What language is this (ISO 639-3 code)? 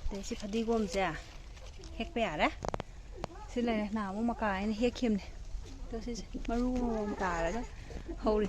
mni